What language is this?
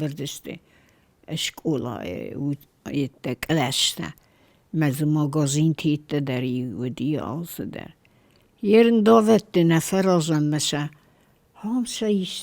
Ossetic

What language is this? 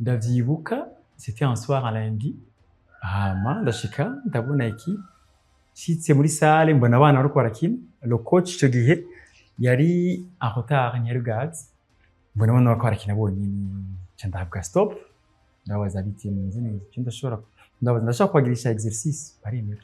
Rundi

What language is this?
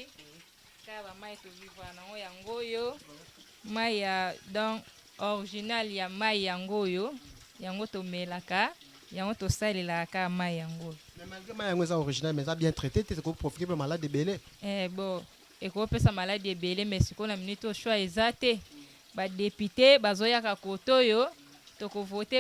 Lingala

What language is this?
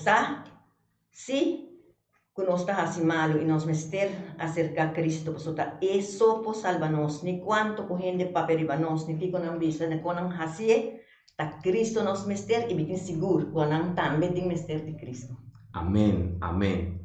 Papiamento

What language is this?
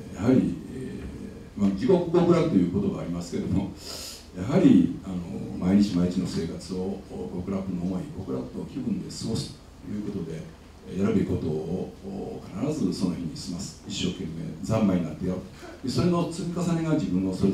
Japanese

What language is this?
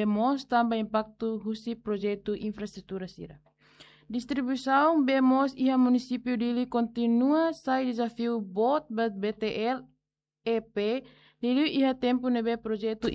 Tetum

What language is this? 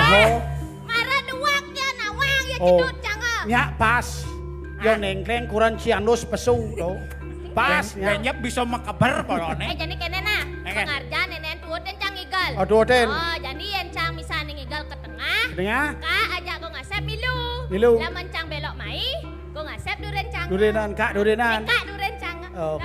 Balinese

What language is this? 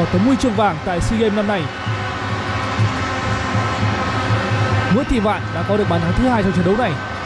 Vietnamese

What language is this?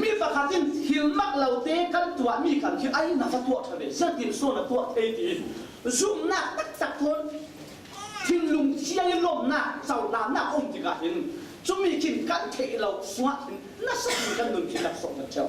Falam Chin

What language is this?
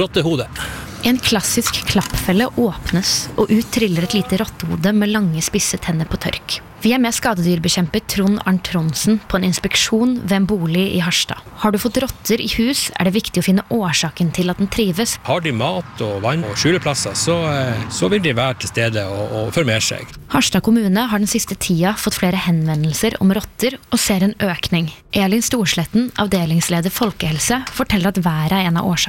Norwegian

